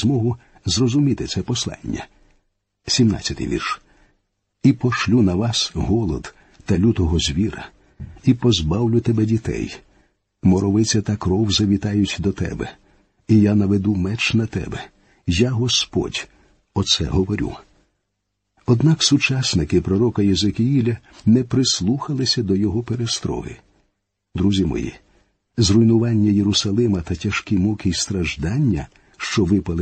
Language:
Ukrainian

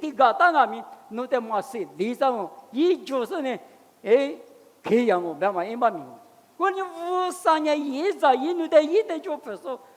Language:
Lisu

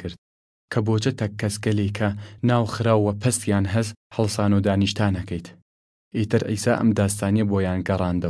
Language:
Southern Kurdish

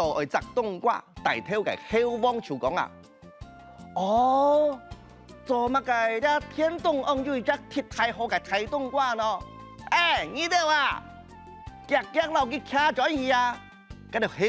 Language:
Hakka Chinese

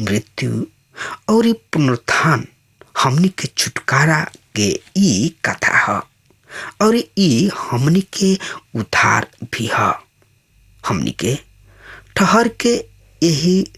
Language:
Bhojpuri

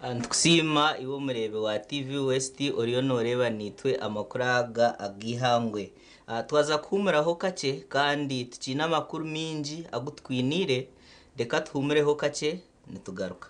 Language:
Nyankole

